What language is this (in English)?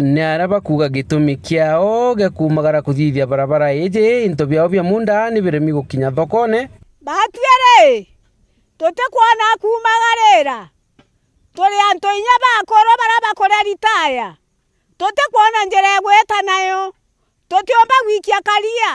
Meru